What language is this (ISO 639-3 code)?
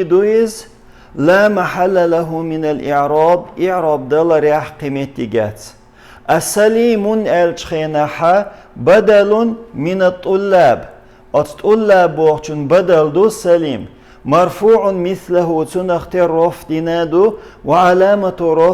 che